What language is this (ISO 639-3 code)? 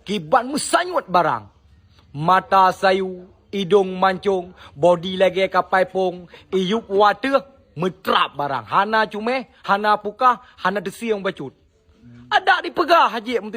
ace